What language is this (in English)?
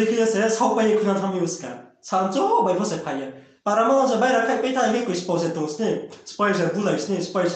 Riang (India)